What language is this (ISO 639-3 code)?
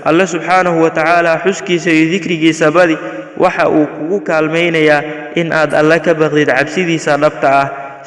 som